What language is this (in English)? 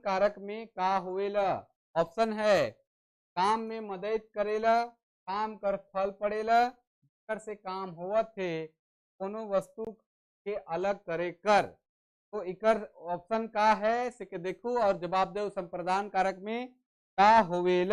Sadri